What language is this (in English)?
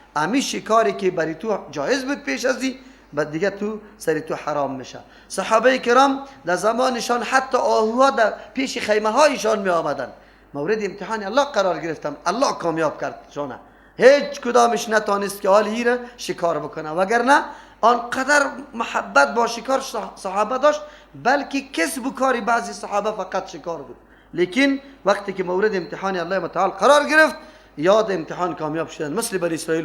Persian